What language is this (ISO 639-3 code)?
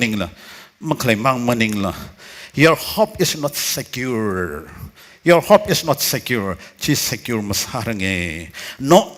nmf